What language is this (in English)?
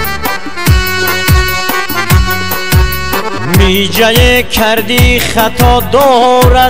Persian